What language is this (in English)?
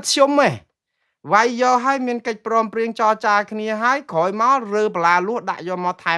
Khmer